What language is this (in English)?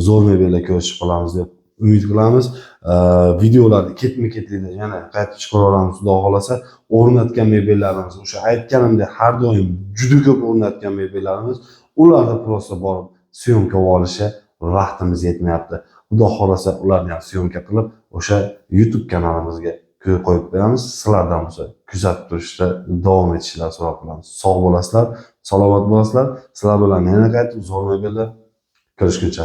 Uzbek